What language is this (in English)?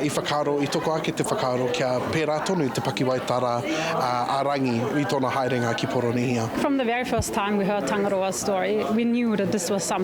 Māori